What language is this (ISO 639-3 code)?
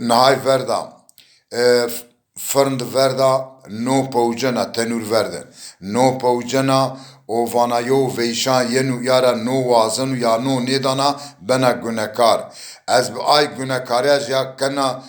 zza